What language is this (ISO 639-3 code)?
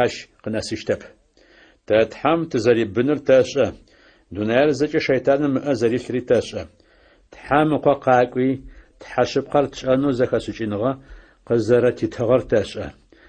ady